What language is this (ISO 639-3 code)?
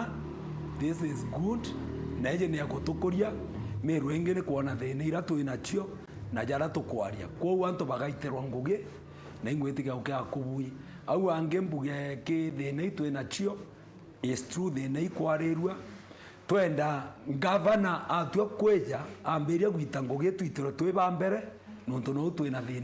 mer